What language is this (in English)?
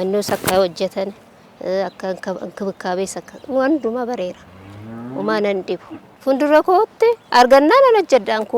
Oromo